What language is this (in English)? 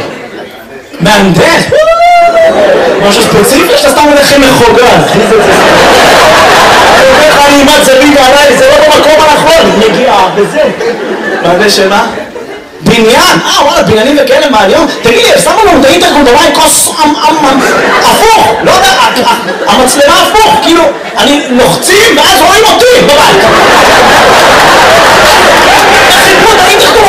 Hebrew